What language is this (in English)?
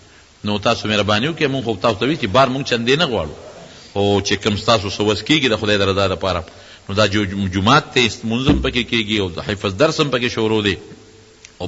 Pashto